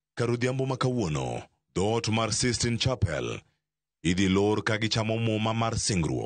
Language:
Luo (Kenya and Tanzania)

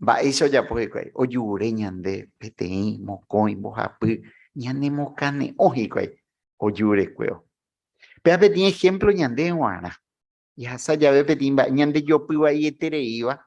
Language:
Guarani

